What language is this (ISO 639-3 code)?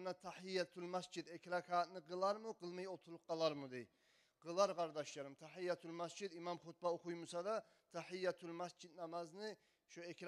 kum